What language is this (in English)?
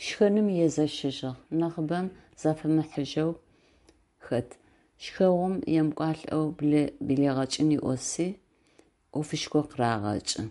Adyghe